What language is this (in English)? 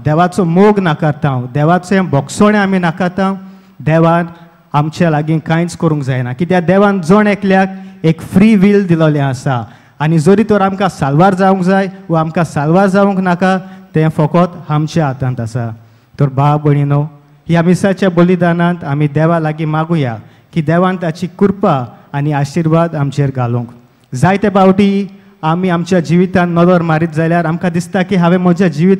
Konkani